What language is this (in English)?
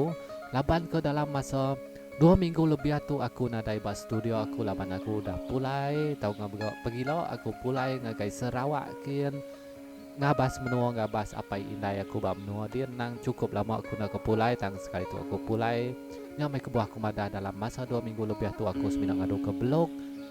Iban